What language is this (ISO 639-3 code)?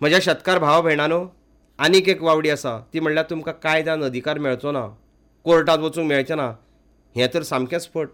kok